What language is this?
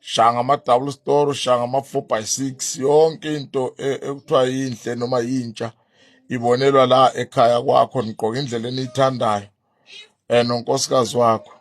Zulu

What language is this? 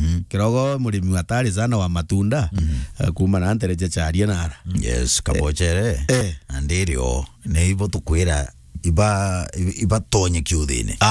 Meru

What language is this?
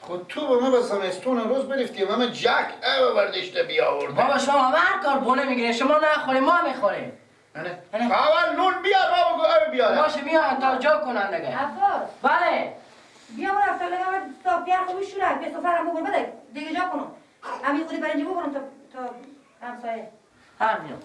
Persian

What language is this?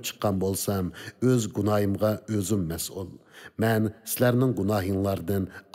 Uyghur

